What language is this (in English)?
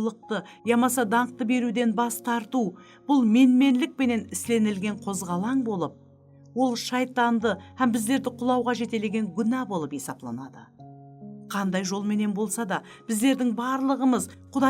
Kara-Kalpak